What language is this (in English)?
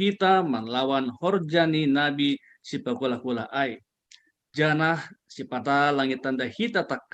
Batak Simalungun